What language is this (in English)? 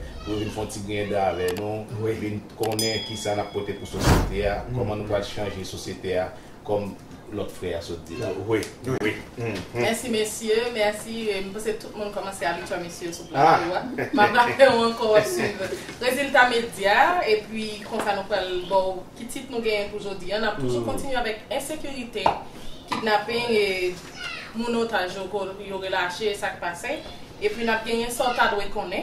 Haitian Creole